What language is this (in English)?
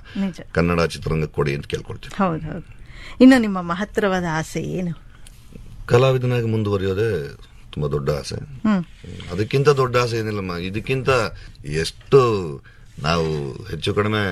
Kannada